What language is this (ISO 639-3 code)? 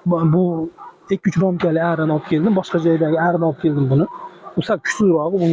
uzb